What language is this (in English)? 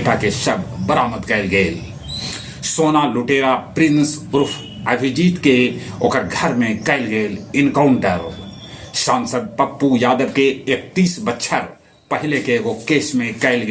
Magahi